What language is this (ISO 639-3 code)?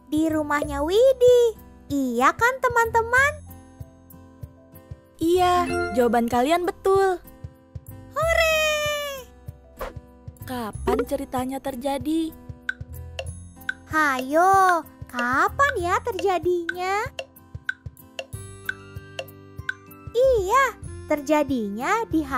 ind